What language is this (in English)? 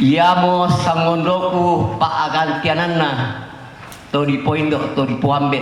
Toraja-Sa'dan